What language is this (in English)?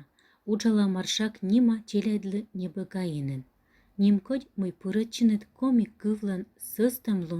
Komi